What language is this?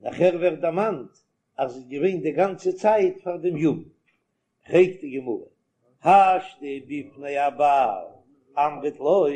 Yiddish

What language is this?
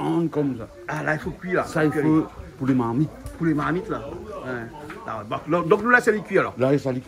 Réunion Creole French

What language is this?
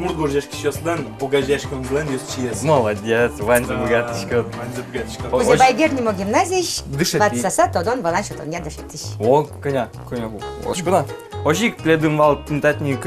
Udmurt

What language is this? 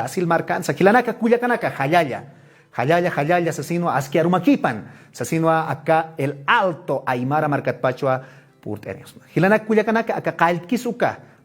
Aymara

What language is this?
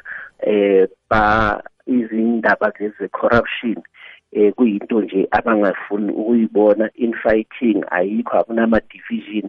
South Ndebele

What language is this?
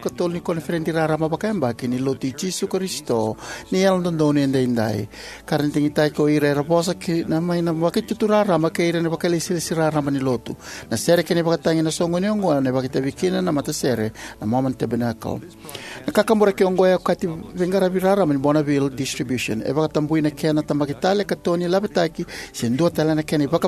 Fijian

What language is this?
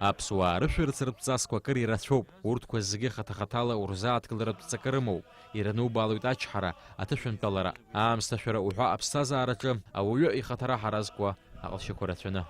Abkhazian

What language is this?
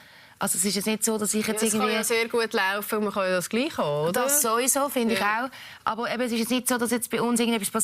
Swiss German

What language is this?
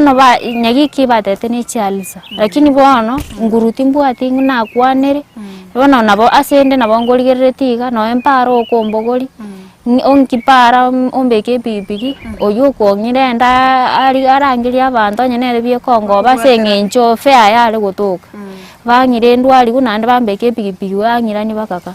Gusii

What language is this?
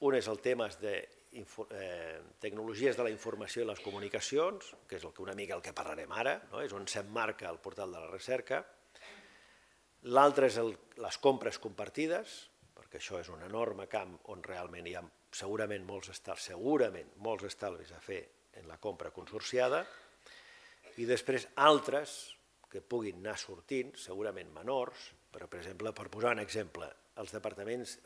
Catalan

